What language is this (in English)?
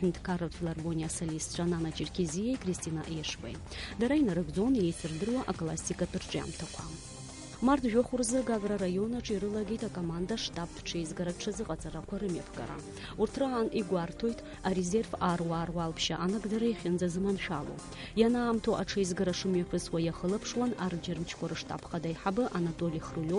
Abkhazian